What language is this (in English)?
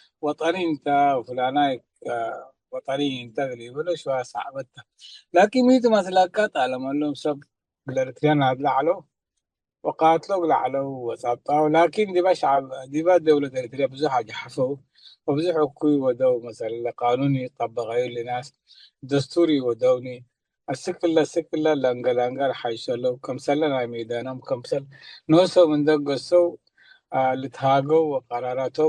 Tigre